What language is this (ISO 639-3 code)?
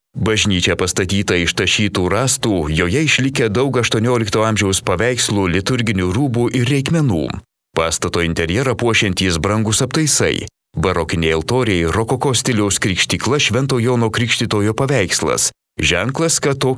lit